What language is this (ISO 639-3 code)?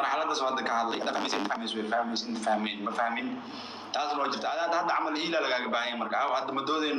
som